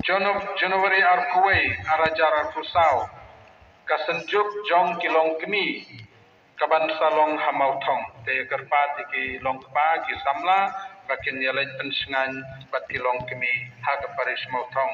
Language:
Khasi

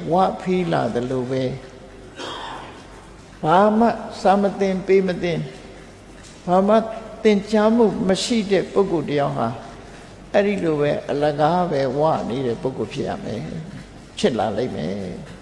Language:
Burmese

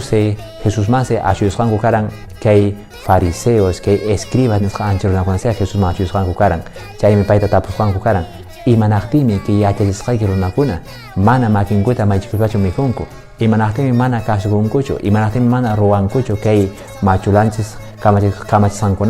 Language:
Quechua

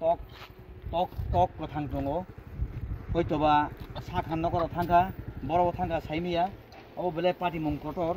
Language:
Kok Borok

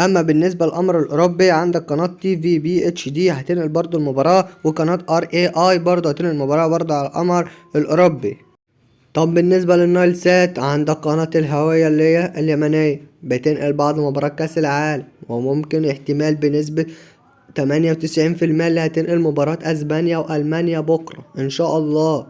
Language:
Egyptian Arabic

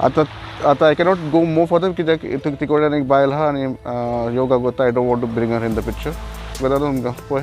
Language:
Konkani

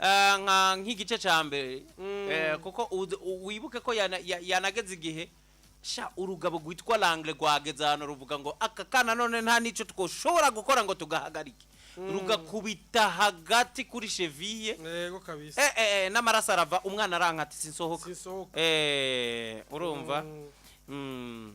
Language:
Rundi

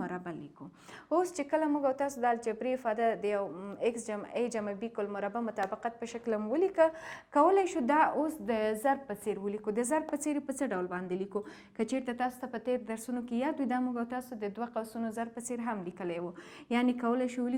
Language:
Pashto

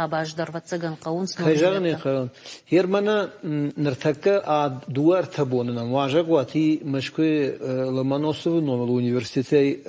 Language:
Ossetic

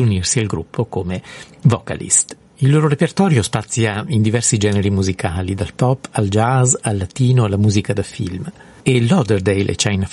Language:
Italian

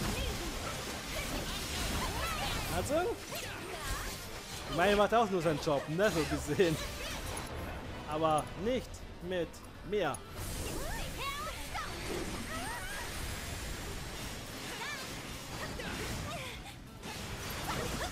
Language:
German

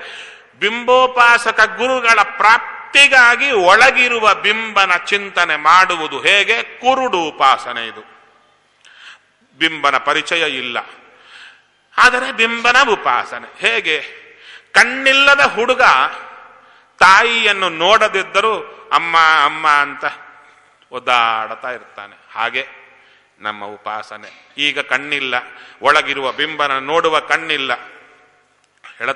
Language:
Kannada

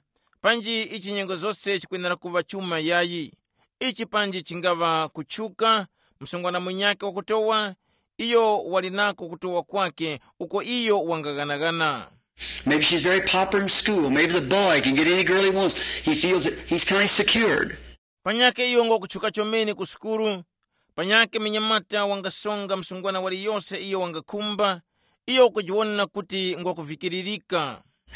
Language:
Tumbuka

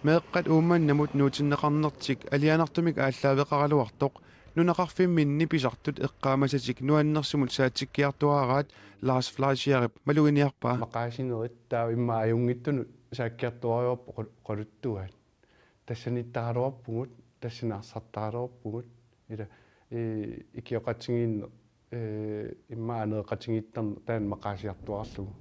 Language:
Kalaallisut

